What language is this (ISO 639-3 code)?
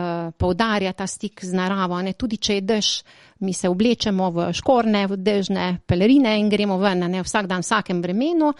slv